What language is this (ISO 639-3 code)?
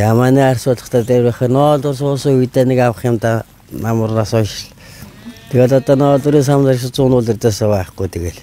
mon